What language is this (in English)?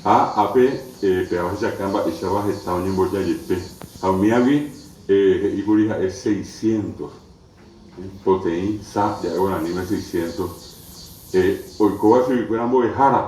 Guarani